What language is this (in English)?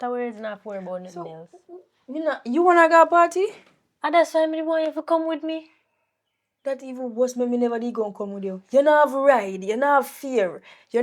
Jamaican Creole English